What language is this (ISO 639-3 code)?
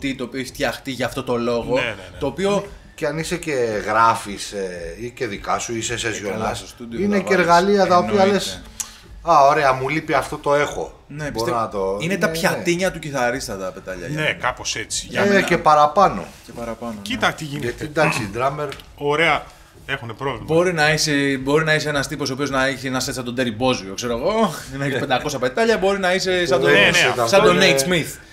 ell